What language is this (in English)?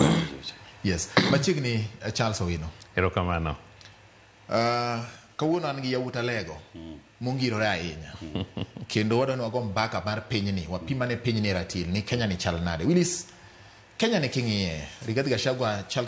Luo (Kenya and Tanzania)